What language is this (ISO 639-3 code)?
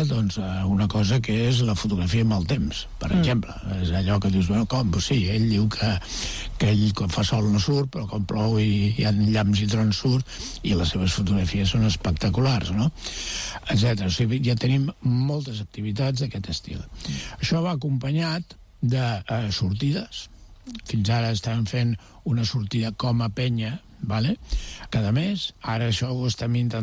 cat